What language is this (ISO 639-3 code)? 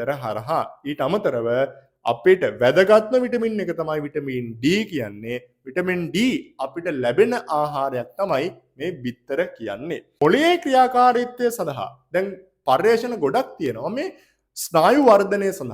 sin